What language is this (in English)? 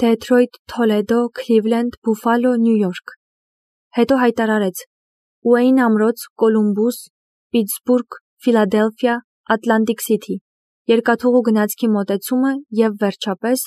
Armenian